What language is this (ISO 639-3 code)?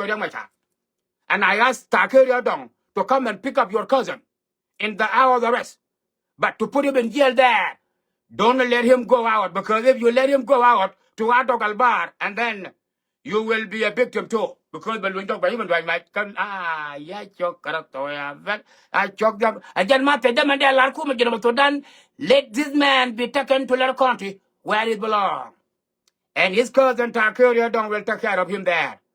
nus